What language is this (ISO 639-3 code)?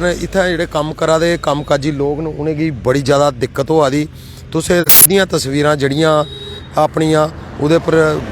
doi